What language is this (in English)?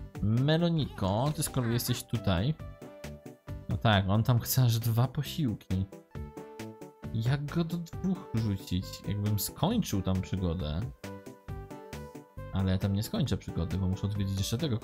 Polish